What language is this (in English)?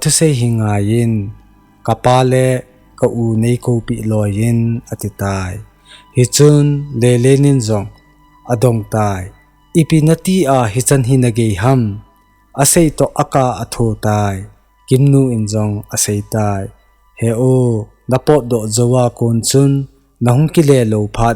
Thado Chin